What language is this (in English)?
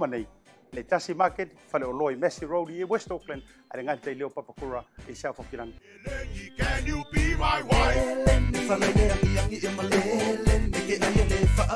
Samoan